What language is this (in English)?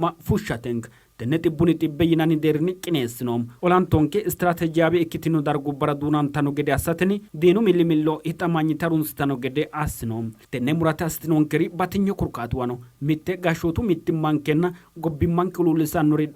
Sidamo